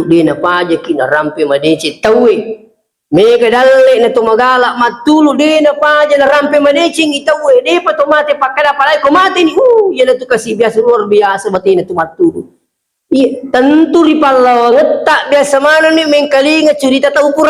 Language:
Buginese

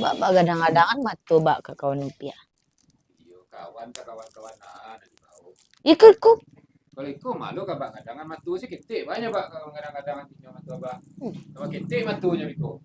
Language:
Minangkabau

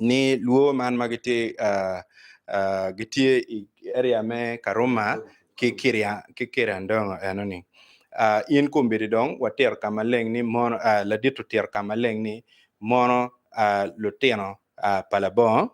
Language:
Acoli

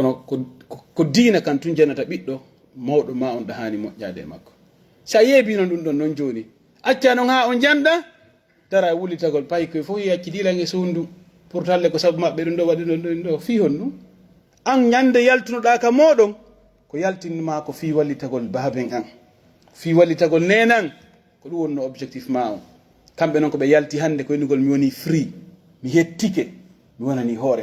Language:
Pular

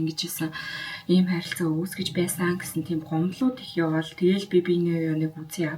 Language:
Mongolian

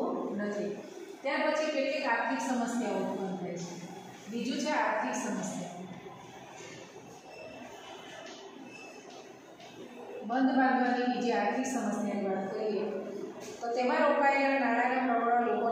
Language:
Gujarati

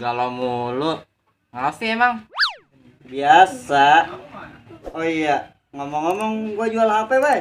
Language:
Betawi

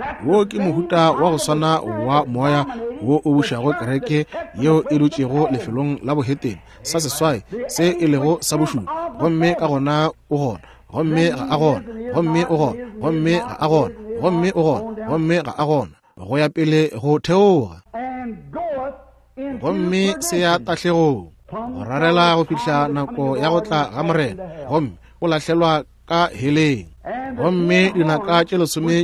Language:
Northern Sotho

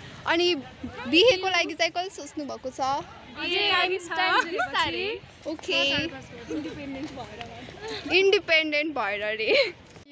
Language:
Nepali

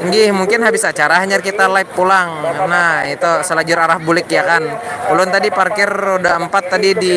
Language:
Banjar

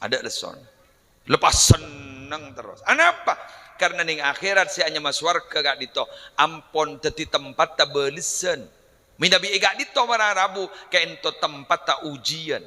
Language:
Madurese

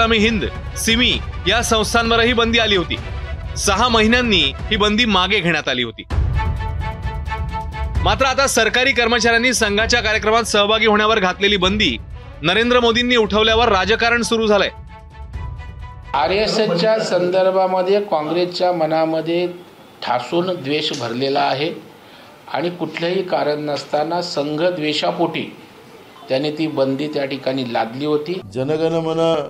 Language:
Marathi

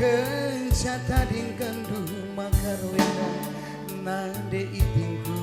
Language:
Batak Karo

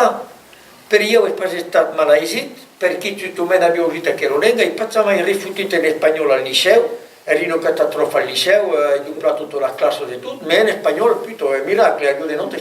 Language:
Occitan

